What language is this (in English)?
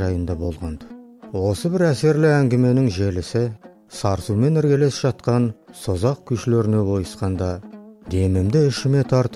Kazakh